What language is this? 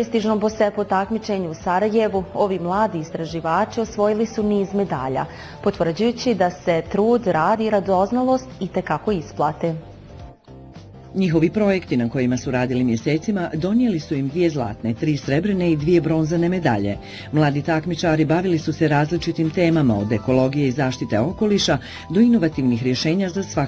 Bosnian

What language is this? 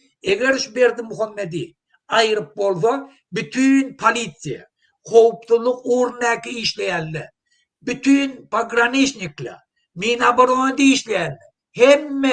Turkmen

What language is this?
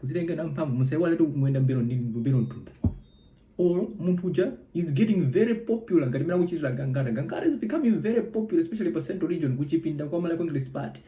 Nyanja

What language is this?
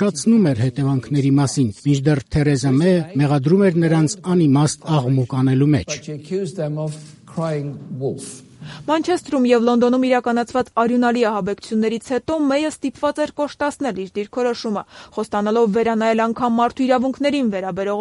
Armenian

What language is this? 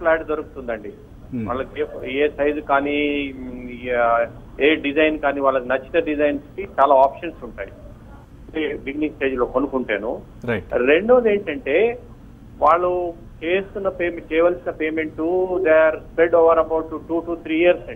Telugu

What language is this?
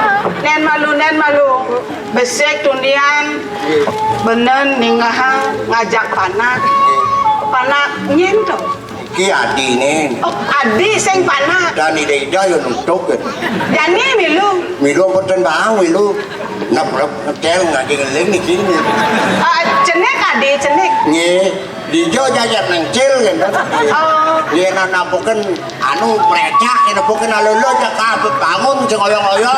Balinese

